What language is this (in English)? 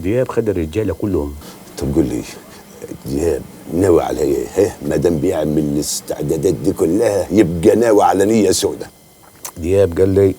Egyptian Arabic